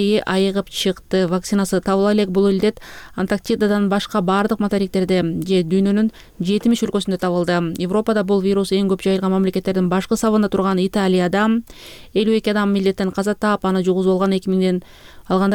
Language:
Kyrgyz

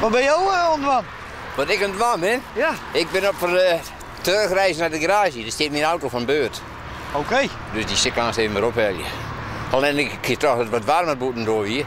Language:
Western Frisian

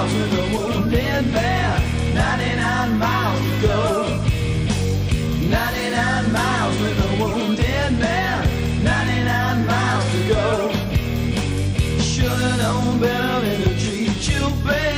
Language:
English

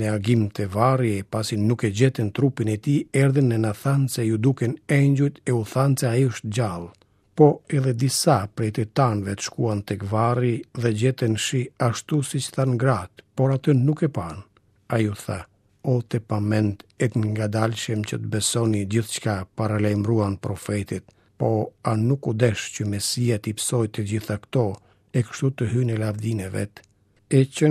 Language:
Albanian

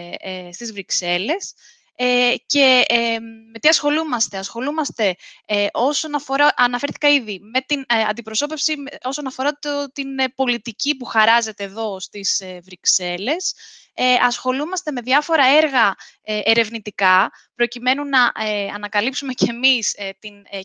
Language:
Greek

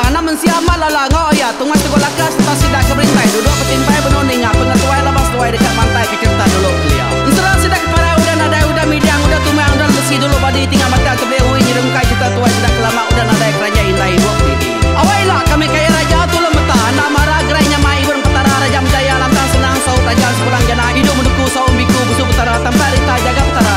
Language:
Iban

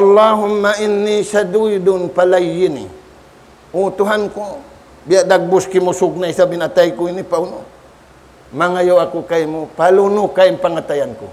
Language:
Tausug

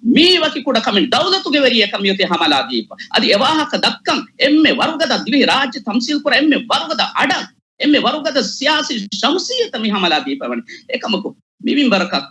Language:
Divehi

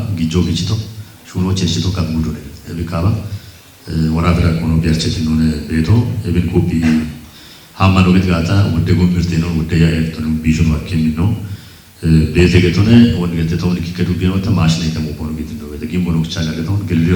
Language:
Kafa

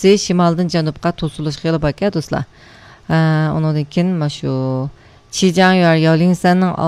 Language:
Uyghur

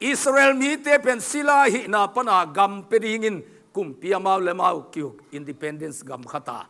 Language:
Tedim Chin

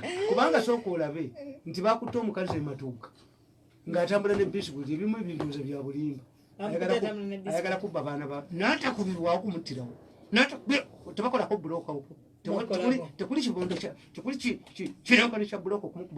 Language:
Ganda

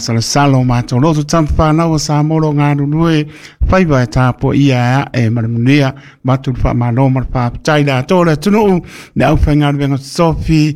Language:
Samoan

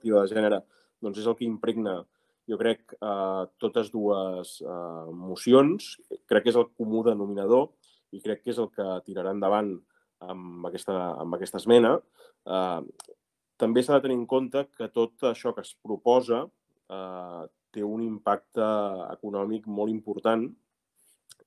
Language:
Catalan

